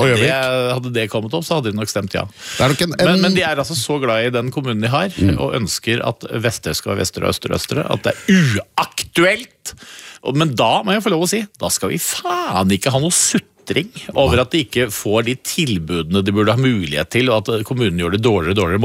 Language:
Norwegian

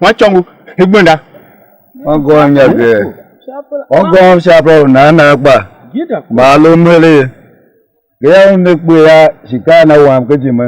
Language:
Tiv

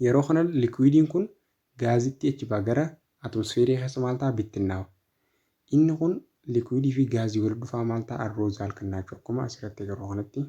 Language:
Oromo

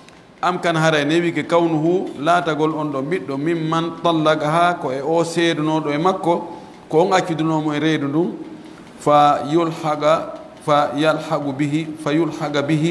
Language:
Pular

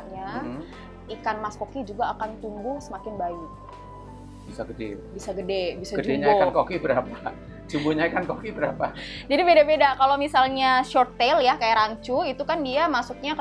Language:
Indonesian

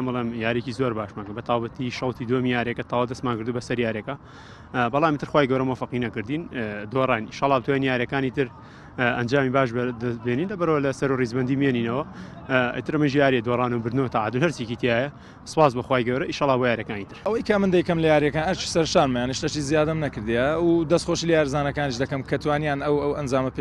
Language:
Central Kurdish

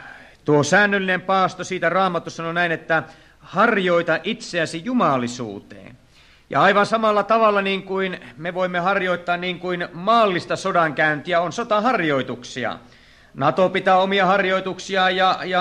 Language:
Finnish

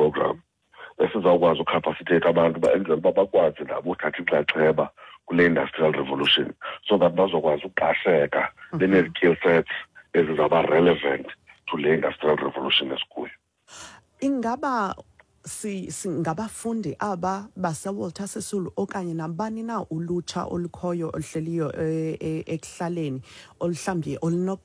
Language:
Xhosa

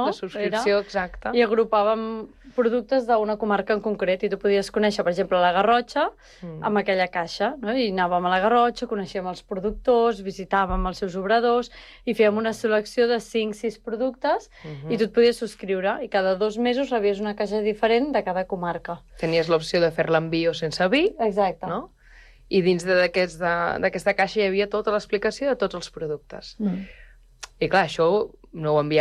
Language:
Catalan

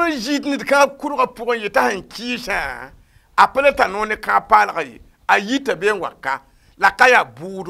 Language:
Mossi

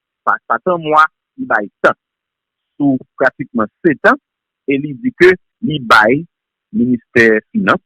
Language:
Haitian Creole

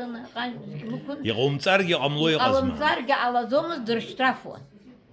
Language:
Abkhazian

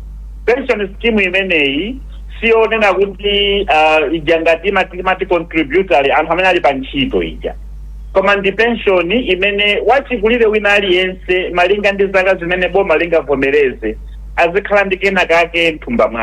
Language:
Nyanja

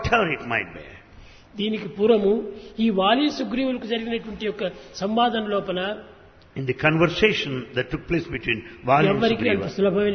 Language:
Telugu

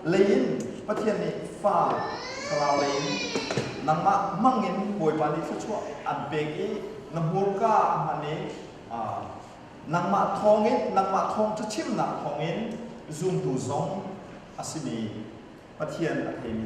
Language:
Hakha Chin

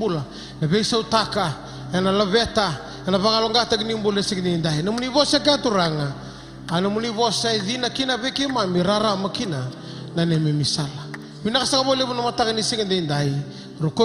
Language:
Fijian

